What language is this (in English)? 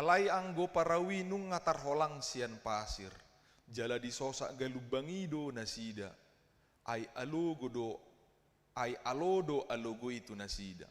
Batak Toba